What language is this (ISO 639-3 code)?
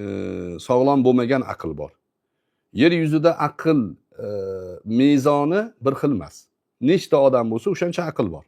uzb